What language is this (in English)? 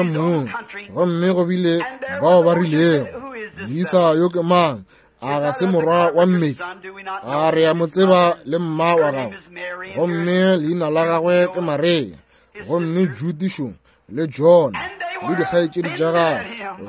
Northern Sotho